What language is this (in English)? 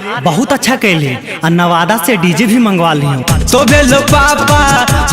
Magahi